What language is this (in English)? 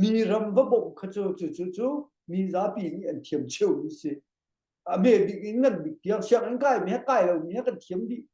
Hakha Chin